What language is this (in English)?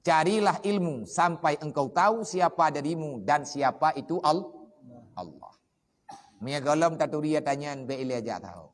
Achinese